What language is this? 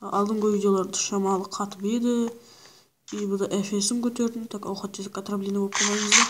Kara-Kalpak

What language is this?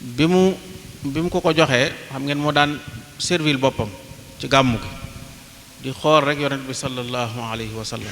Wolof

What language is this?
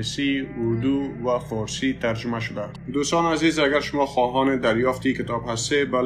Persian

